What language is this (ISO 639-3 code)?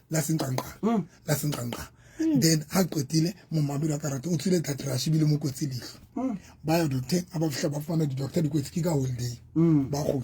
sot